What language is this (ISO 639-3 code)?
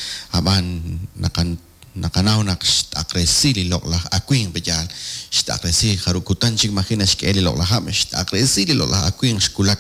kek